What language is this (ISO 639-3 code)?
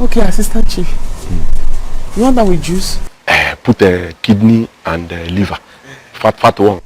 pcm